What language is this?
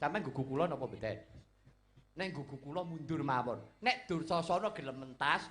Javanese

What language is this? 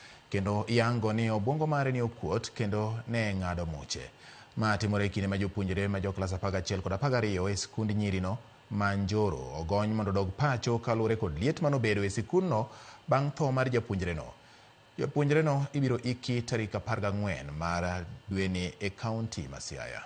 Luo (Kenya and Tanzania)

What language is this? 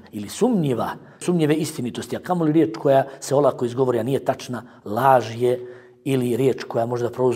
Bosnian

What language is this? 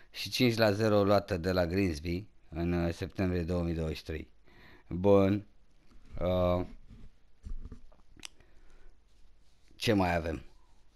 Romanian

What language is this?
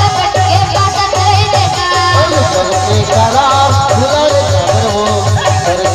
Chhattisgarhi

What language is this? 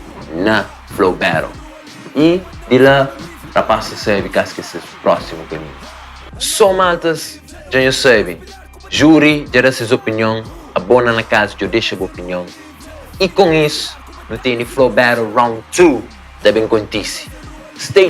Kabuverdianu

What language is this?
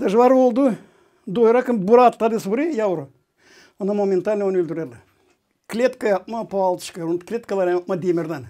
Gagauz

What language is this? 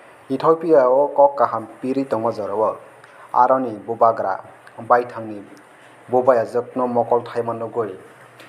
Kok Borok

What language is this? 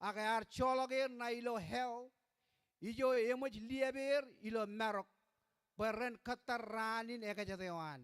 Marshallese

